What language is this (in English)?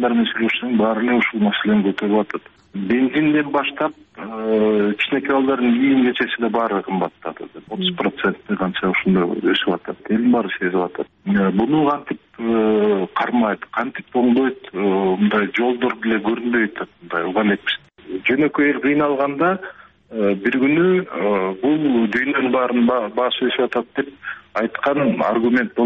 Kyrgyz